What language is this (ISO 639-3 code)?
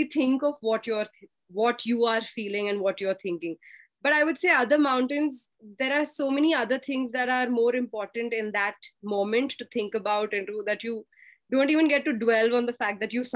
eng